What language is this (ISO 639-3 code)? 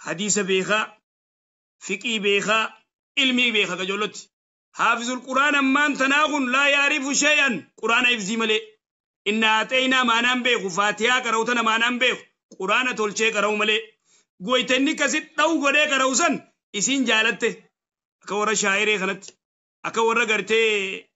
orm